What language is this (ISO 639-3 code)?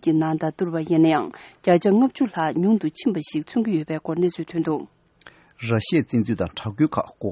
bod